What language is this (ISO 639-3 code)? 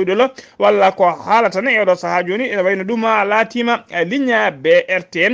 ful